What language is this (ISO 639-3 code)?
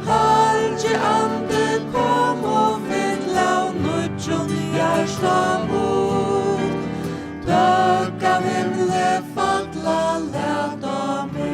fao